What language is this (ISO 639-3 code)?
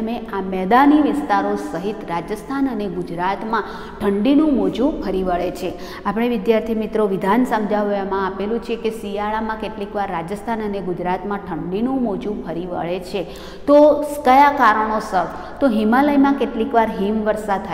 guj